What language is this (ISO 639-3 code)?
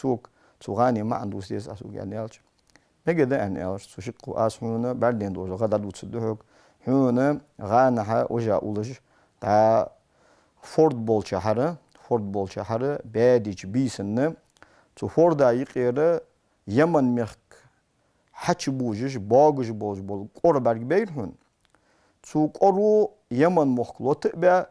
inh